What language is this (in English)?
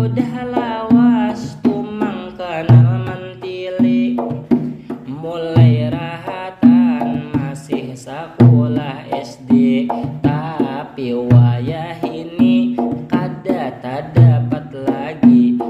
Banjar